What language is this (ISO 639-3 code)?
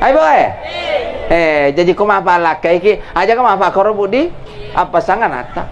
bug